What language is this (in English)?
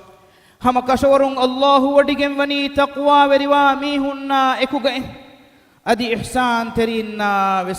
Divehi